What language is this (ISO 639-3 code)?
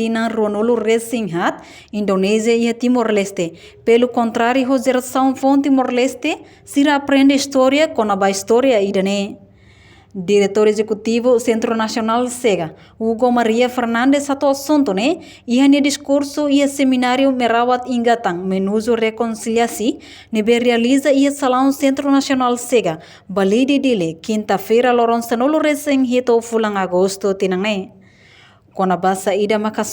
tet